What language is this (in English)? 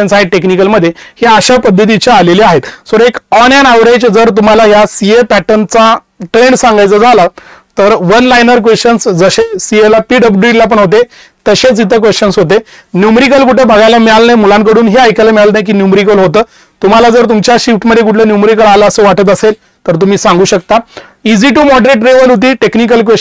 Marathi